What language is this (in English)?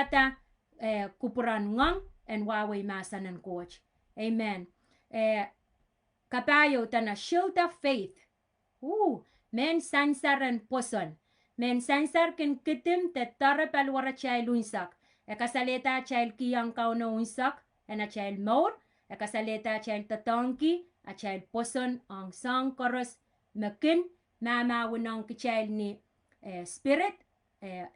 Pohnpeian